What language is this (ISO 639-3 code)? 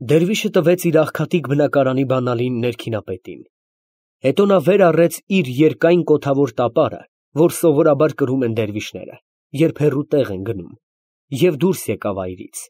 hye